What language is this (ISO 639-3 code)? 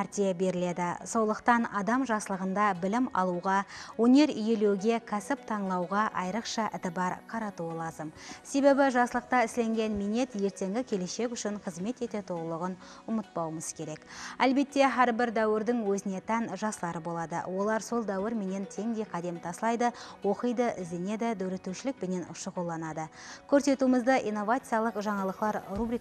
kaa